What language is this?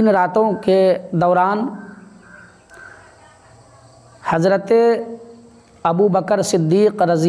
Urdu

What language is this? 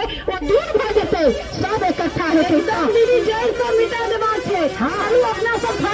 Maithili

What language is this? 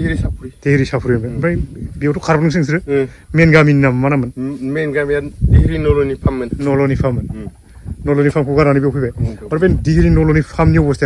Bodo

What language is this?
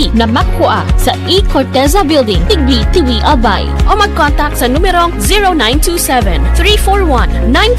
Bikol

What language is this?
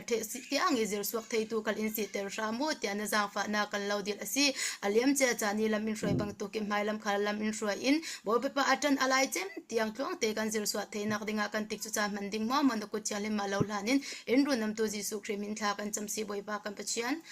Falam Chin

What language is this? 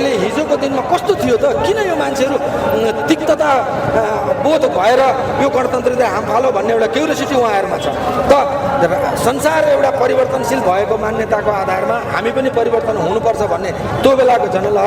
Nepali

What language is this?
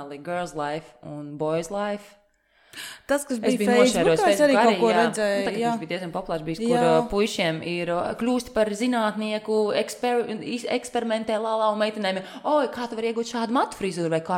Latvian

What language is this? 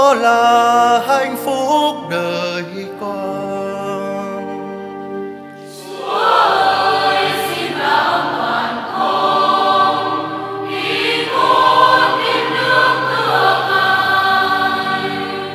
Vietnamese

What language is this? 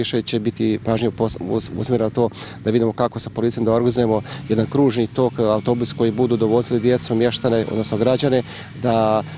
Bosnian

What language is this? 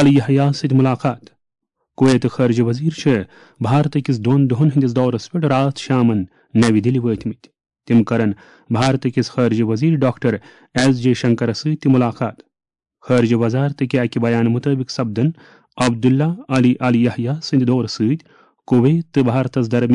Kashmiri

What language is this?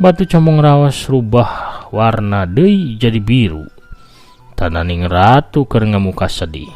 Sundanese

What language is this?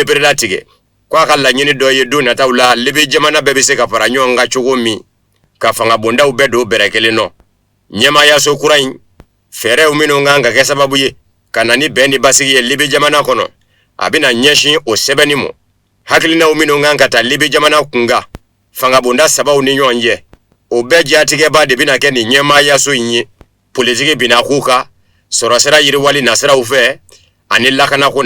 Bambara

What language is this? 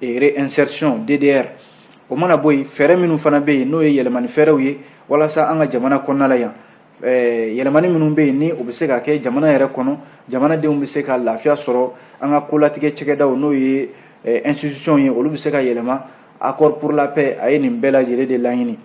Bambara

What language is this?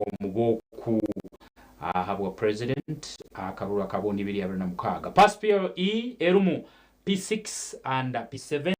Nyankole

